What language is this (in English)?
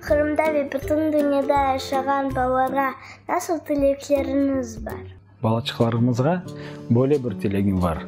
Crimean Tatar